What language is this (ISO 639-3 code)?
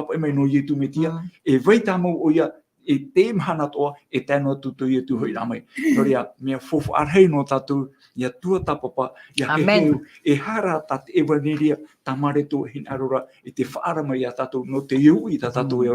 tah